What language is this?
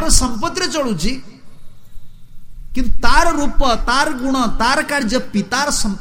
Odia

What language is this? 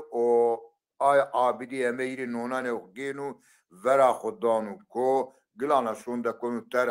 Zaza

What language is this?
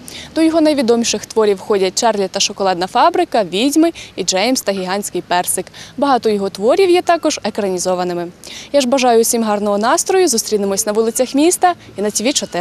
Ukrainian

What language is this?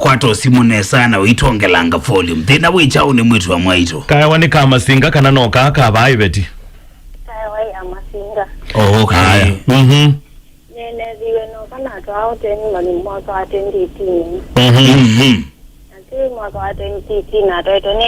Kamba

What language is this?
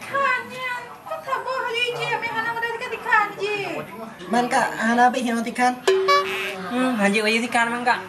Achinese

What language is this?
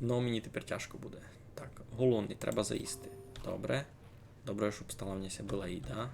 Rusyn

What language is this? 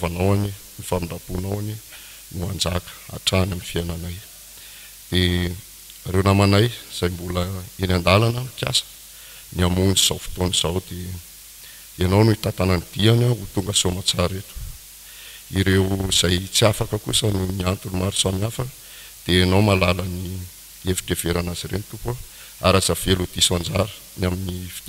Malagasy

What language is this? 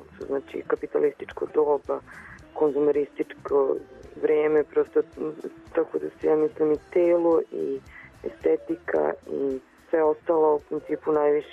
Serbian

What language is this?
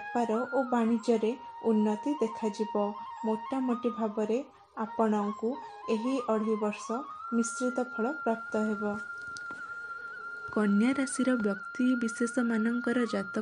Odia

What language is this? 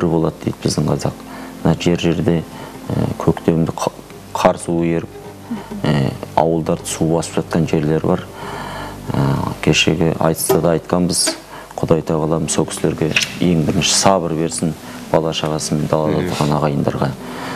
Kazakh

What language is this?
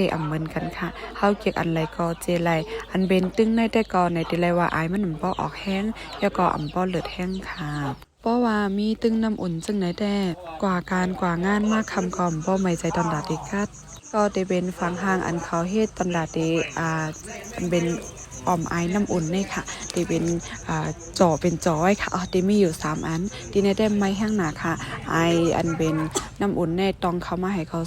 Shan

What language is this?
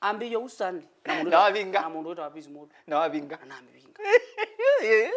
Kamba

